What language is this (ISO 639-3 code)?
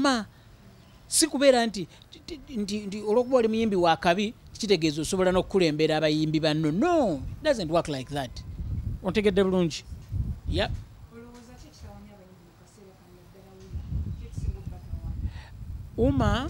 lug